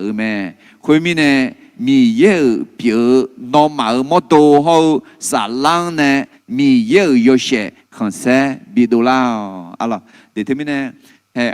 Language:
Akha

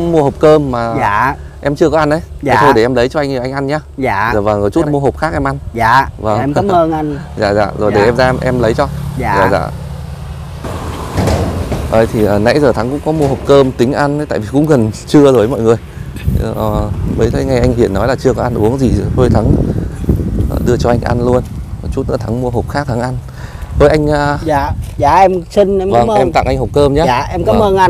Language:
Vietnamese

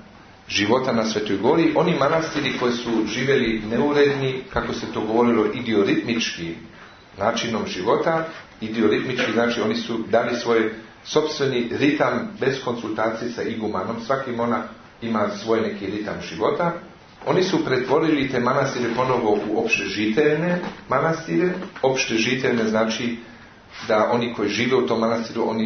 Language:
Serbian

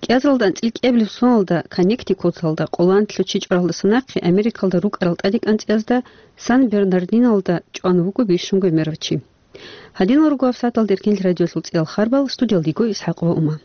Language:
Avaric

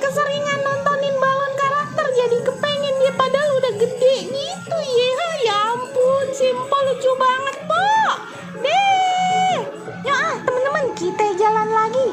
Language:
Betawi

